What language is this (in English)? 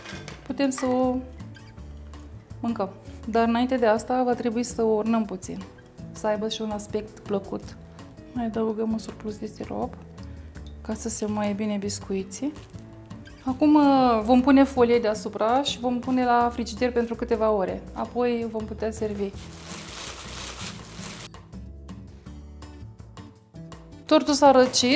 Romanian